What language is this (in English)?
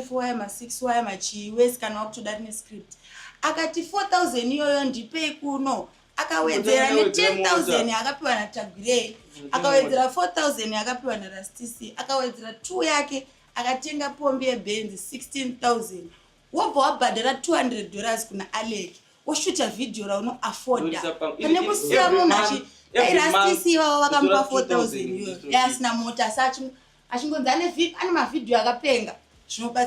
Shona